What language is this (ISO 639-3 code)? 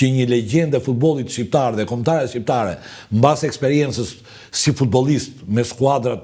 sqi